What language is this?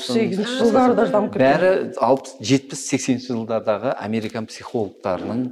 Kazakh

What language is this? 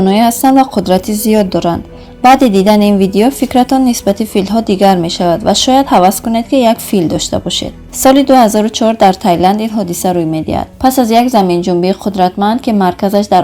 Tajik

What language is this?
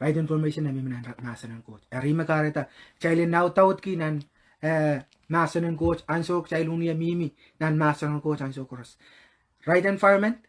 Pohnpeian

